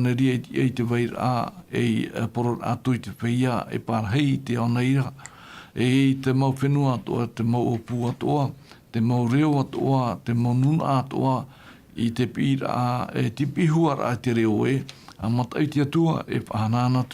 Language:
Tahitian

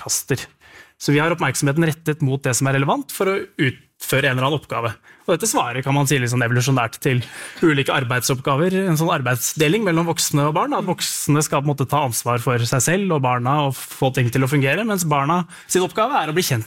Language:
Norwegian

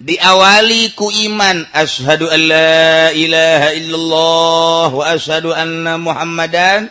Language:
Sundanese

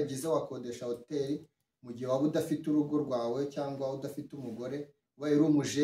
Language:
Kinyarwanda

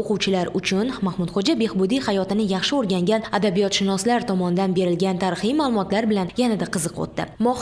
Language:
Uzbek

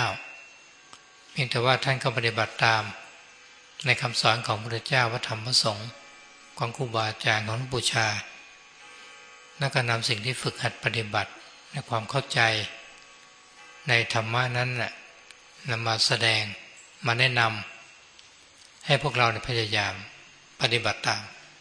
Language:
Thai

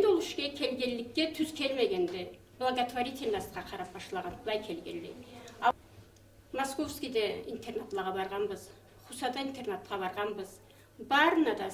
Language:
Karachay-Balkar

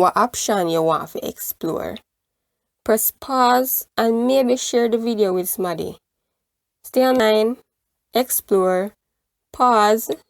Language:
Jamaican Creole English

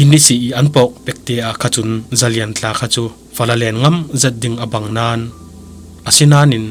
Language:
Falam Chin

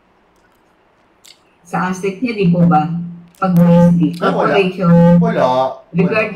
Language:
Filipino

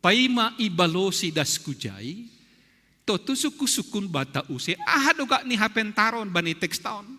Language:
Batak Simalungun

